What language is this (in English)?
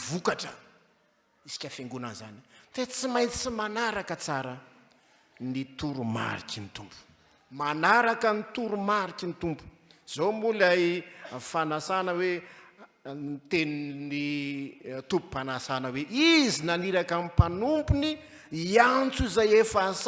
Malagasy